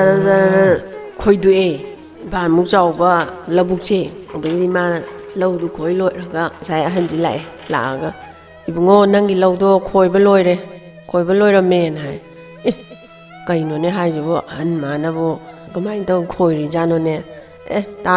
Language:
Manipuri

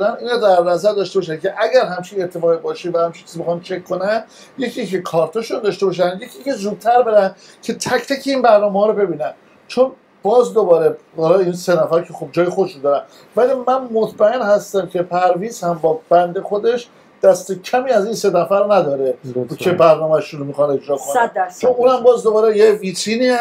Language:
Persian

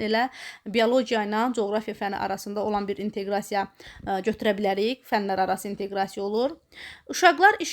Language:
Azerbaijani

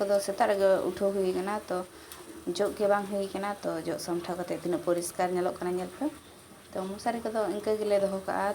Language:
Santali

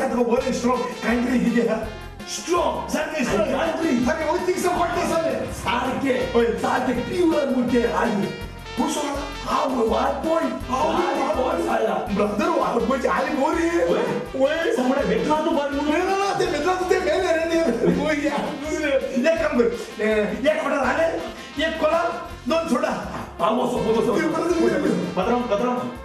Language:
Konkani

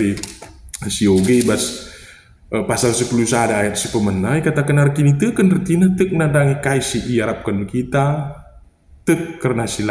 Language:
Batak Karo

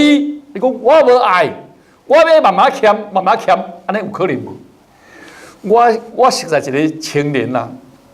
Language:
Min Nan Chinese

